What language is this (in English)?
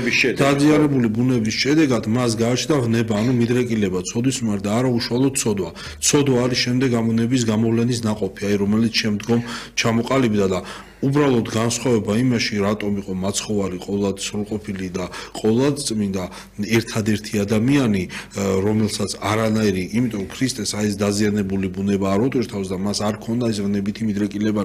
Georgian